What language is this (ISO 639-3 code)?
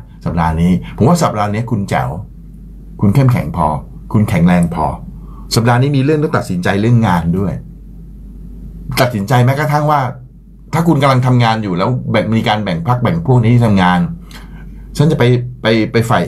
tha